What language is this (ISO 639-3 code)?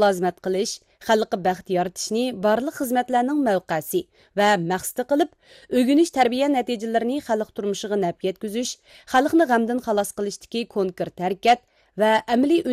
uig